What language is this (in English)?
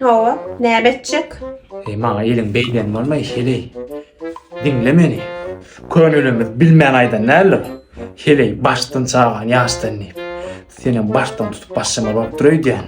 Turkmen